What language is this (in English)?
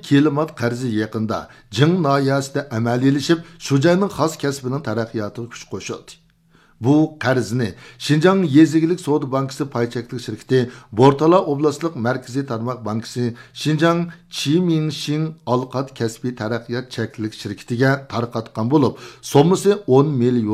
Uyghur